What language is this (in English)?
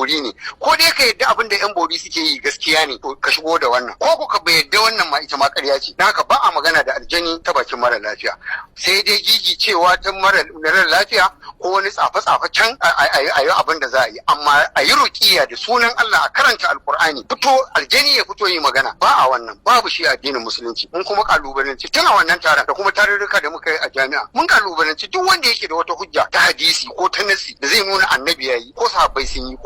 Hausa